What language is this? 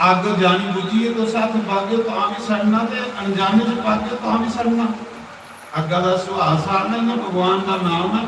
Dogri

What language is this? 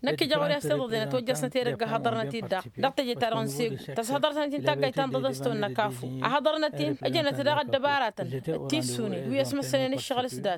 Tamasheq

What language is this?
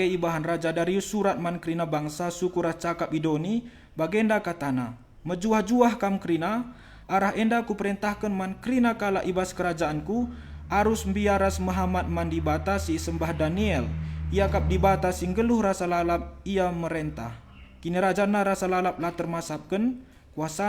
Batak Karo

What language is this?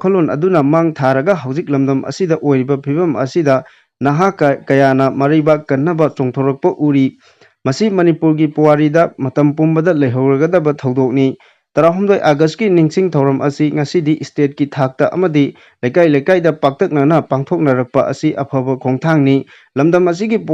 Manipuri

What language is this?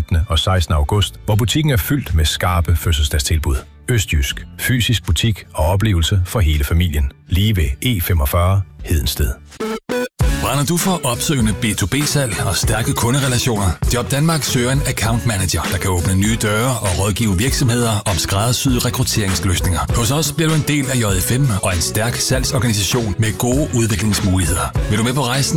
Danish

